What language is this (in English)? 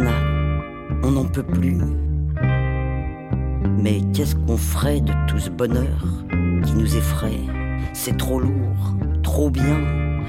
French